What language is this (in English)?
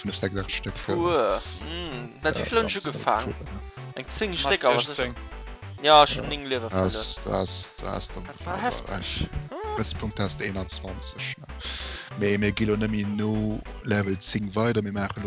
Luxembourgish